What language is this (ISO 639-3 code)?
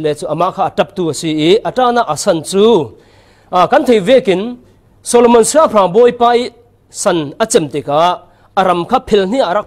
cfm